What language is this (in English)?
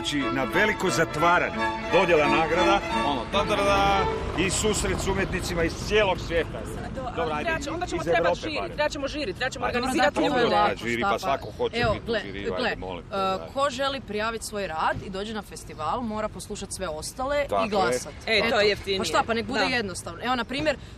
Croatian